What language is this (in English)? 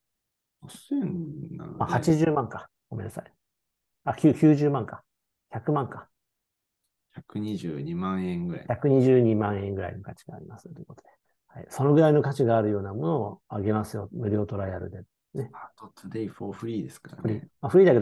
Japanese